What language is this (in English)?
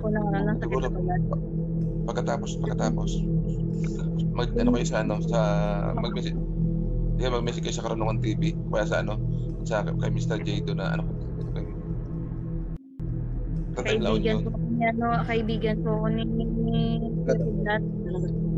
Filipino